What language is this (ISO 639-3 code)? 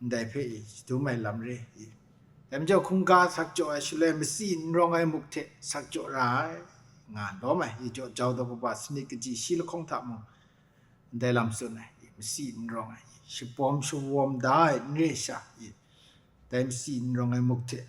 kac